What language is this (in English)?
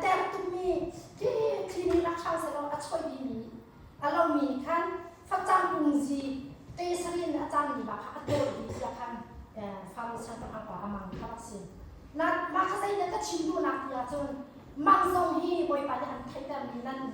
Hakha Chin